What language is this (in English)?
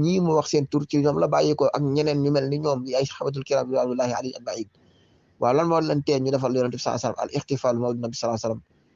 Wolof